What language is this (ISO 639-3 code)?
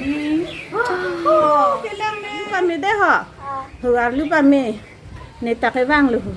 mjw